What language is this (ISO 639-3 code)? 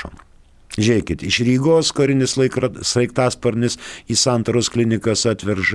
lit